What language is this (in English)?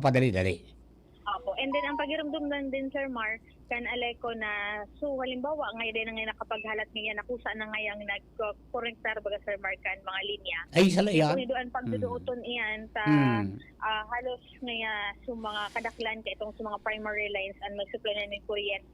Bikol